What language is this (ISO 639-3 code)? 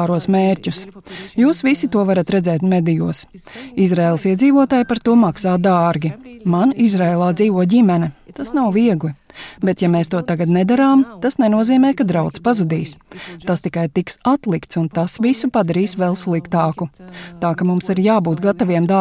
lav